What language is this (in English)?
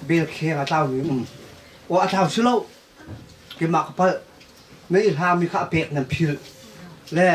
Hakha Chin